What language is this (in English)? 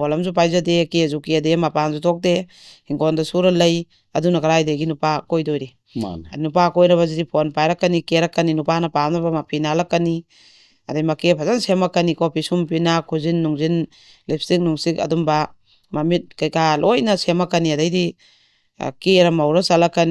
Manipuri